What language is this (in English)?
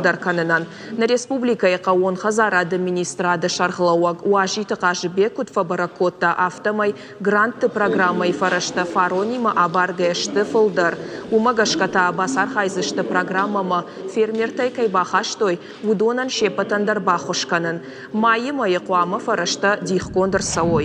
Ossetic